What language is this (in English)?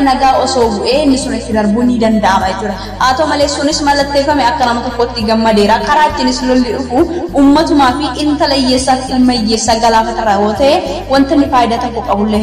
Oromo